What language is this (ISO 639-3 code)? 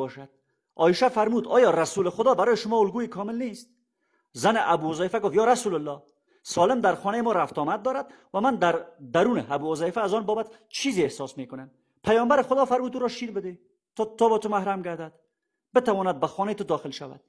fas